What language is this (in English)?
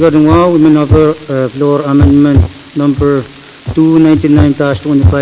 Pohnpeian